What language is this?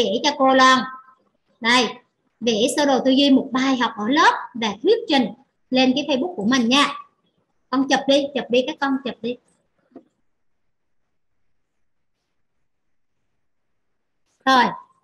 Vietnamese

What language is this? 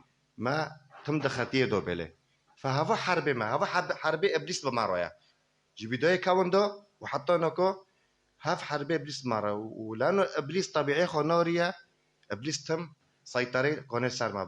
Kurdish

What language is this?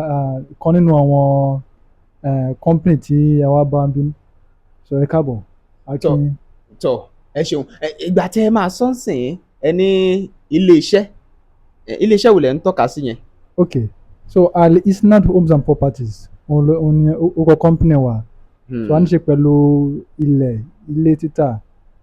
Yoruba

